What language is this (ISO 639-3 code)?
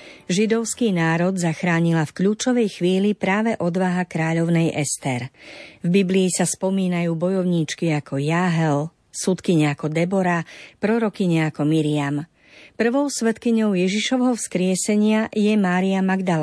slk